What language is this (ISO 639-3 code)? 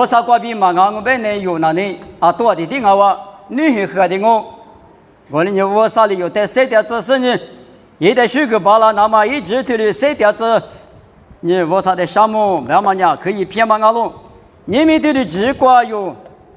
lis